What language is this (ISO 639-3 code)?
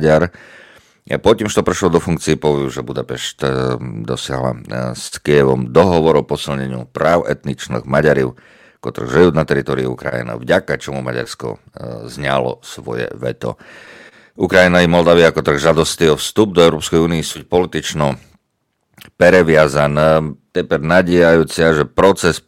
rue